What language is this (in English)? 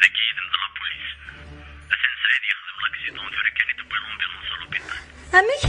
Kabyle